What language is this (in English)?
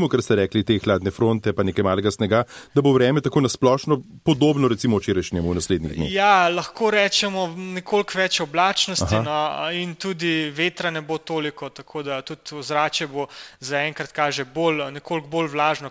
Slovenian